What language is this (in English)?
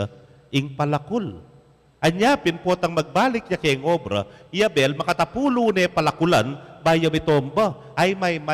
Pampanga